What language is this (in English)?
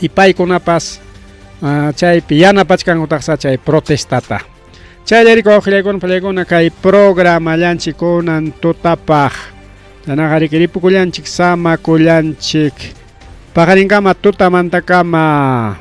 Ayacucho Quechua